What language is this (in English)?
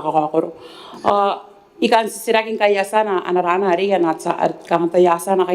Gilbertese